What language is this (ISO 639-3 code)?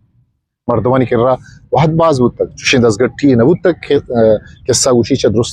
bgp